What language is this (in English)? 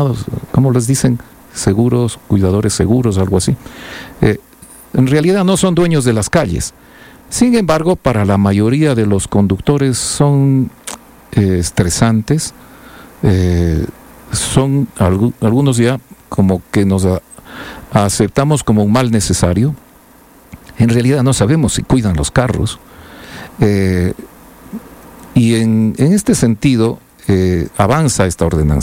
Spanish